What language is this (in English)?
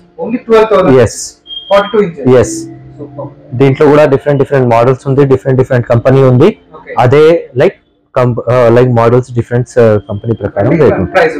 Telugu